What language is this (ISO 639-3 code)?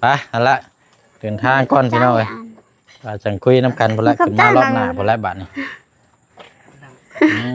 lao